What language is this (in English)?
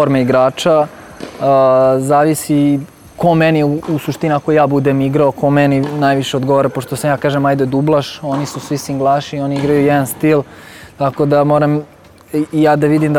Serbian